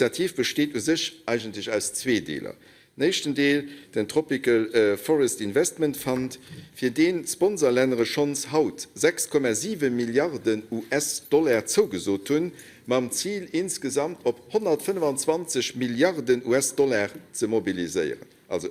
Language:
Luxembourgish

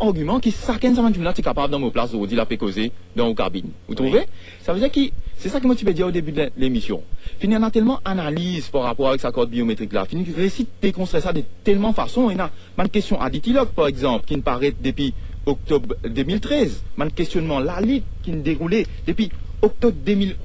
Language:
Morisyen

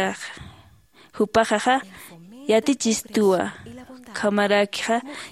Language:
Aymara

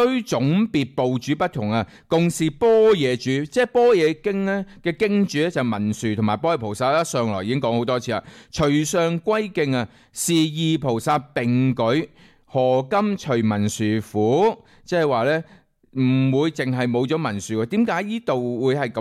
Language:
Cantonese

